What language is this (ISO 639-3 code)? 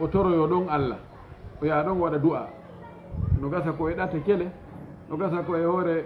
ful